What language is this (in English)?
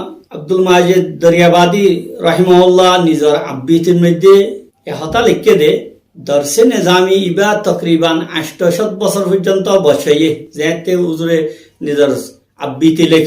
Rohingya